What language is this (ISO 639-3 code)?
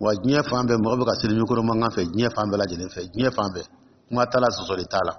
dyu